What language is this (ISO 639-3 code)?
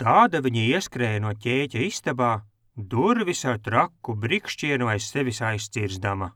lav